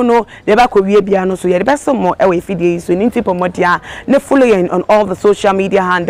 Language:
Akan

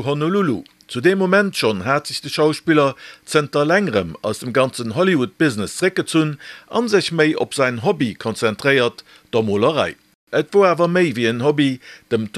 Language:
Luxembourgish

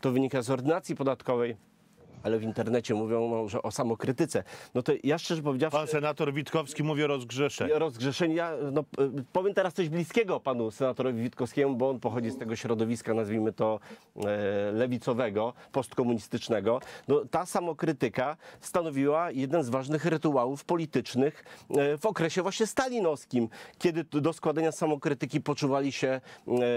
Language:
Polish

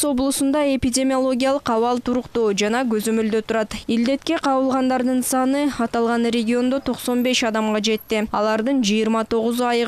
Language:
Kyrgyz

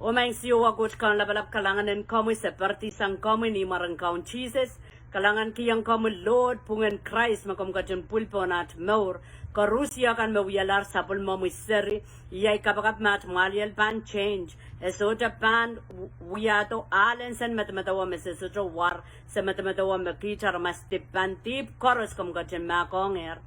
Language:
Pohnpeian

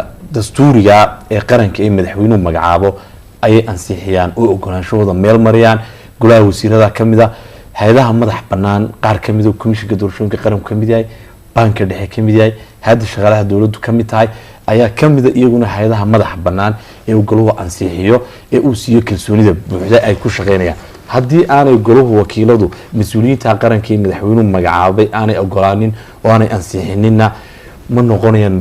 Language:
Somali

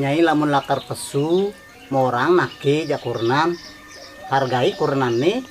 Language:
Balinese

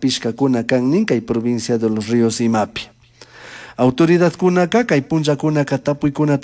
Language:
Chimborazo Highland Quichua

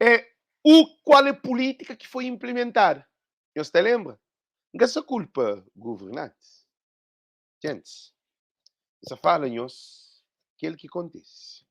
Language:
Kabuverdianu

